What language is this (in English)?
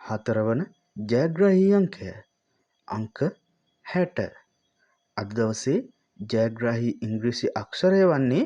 Sinhala